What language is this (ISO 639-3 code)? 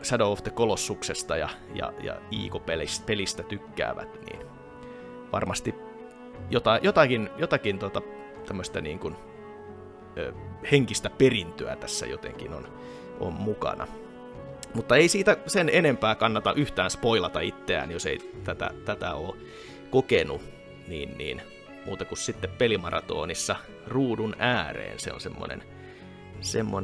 fin